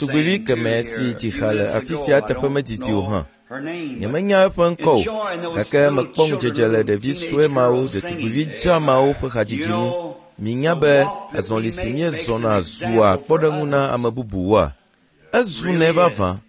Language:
Ewe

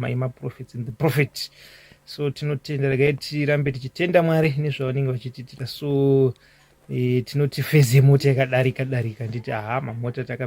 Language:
Shona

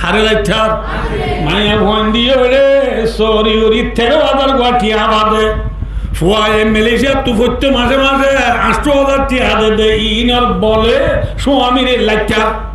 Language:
Rohingya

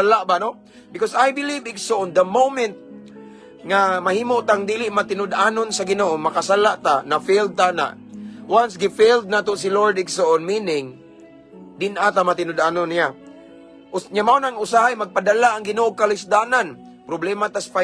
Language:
Cebuano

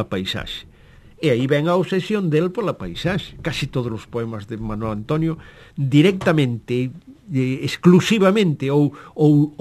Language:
Galician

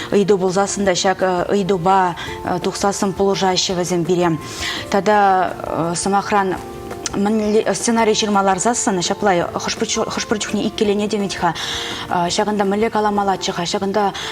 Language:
Chuvash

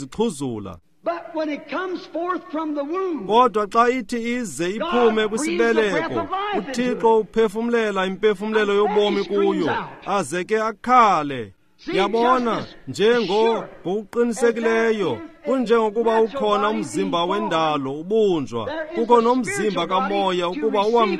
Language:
Xhosa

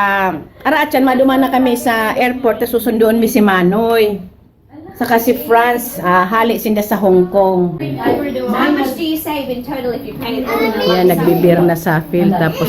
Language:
Bikol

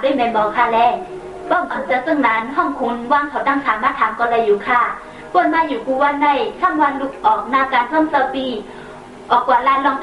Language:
Shan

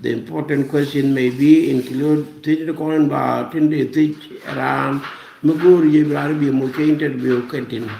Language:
Nuer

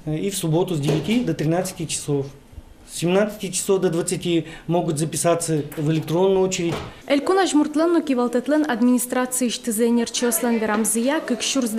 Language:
Udmurt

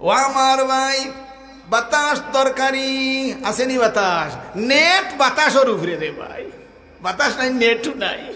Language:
Sylheti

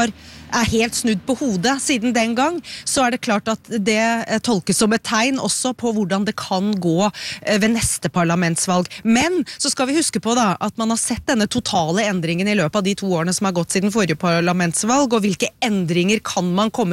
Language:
Norwegian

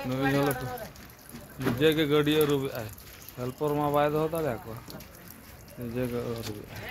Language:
Santali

